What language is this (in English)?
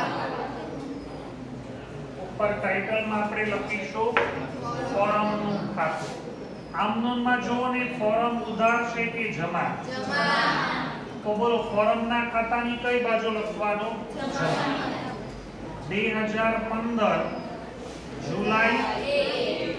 Gujarati